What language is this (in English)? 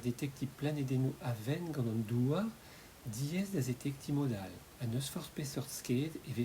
Breton